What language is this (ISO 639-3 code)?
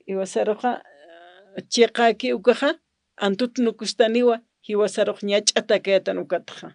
aym